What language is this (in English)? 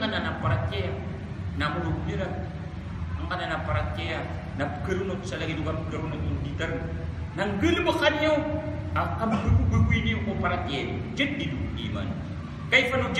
Maranao